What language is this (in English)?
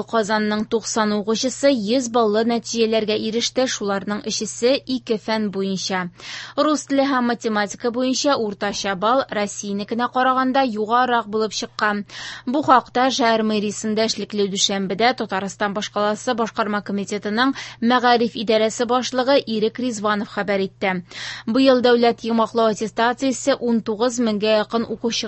Tatar